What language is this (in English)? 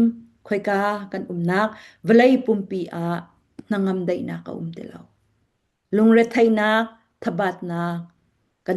Falam Chin